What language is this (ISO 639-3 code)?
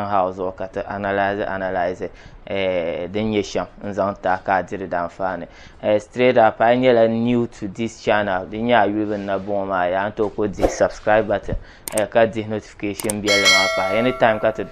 dag